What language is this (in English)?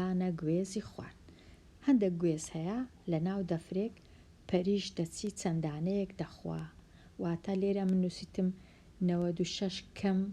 Central Kurdish